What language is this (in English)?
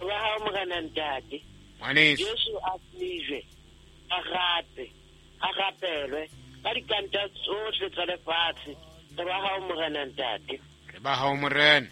Southern Sotho